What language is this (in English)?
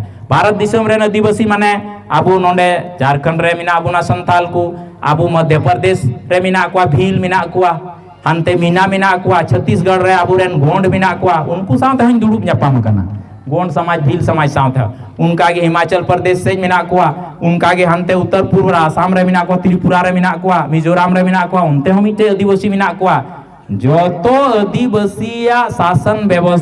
Santali